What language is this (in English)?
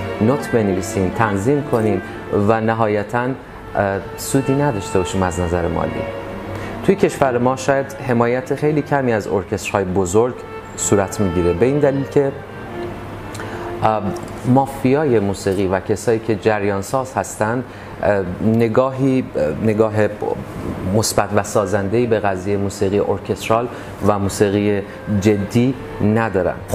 Persian